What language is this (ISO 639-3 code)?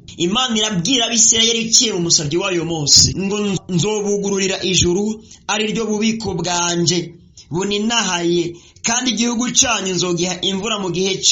run